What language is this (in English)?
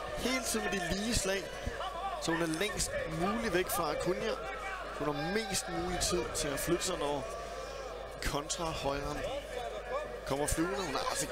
Danish